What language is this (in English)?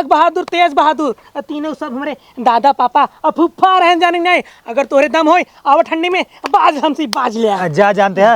Awadhi